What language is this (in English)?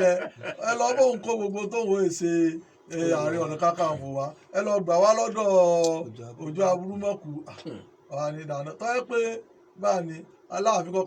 Yoruba